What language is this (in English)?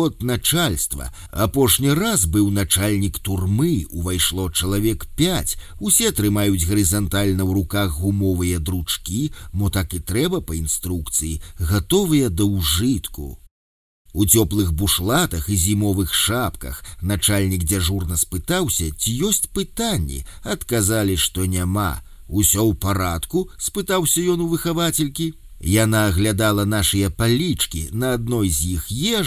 Belarusian